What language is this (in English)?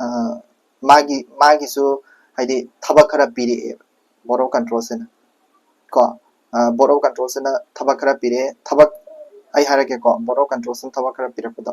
Manipuri